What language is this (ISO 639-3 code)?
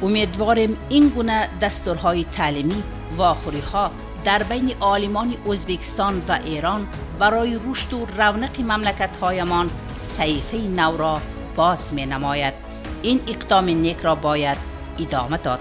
tgk